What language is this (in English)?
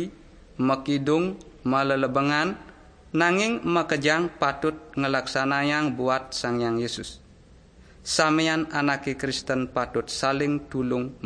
Balinese